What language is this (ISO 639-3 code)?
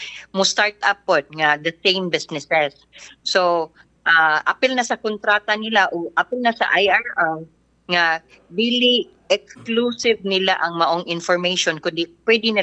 ceb